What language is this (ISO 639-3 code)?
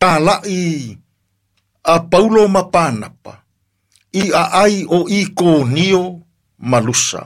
smo